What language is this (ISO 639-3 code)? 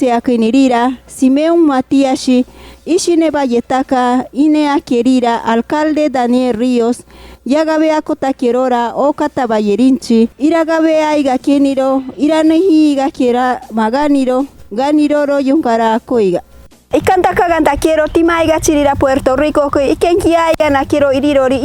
mcb